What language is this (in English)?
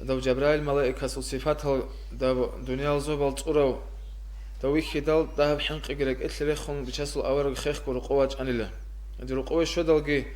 Avaric